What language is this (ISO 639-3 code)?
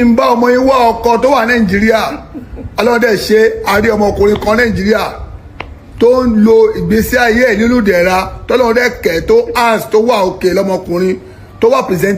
yor